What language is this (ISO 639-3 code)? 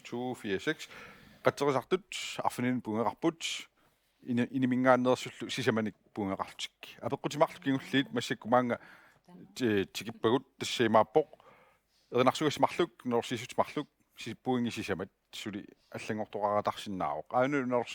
kal